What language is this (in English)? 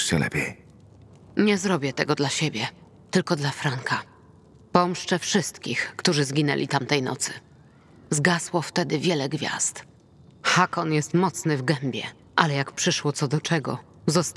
Polish